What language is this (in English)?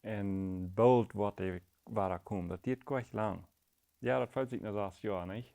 Plautdietsch